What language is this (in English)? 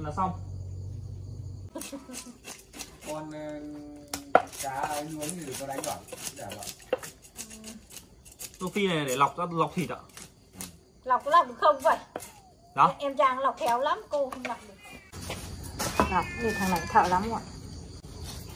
Vietnamese